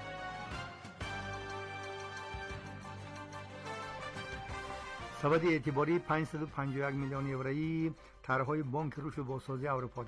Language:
Persian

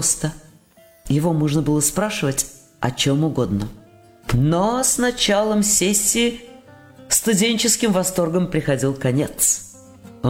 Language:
Russian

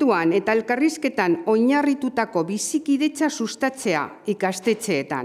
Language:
Basque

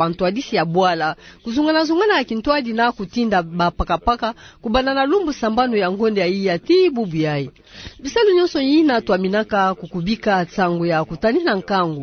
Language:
Kituba (Democratic Republic of Congo)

